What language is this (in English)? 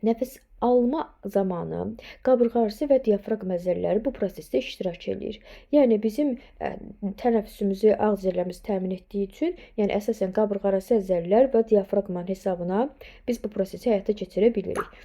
Azerbaijani